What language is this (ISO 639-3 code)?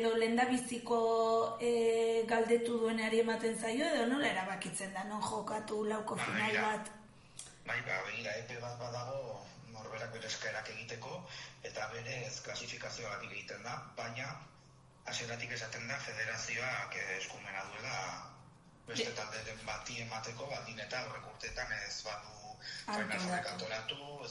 eus